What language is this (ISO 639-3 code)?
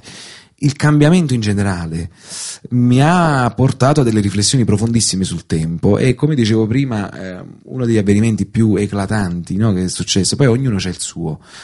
ita